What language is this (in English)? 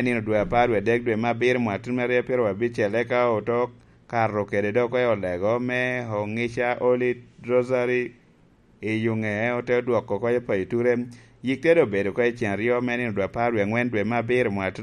Lango (Uganda)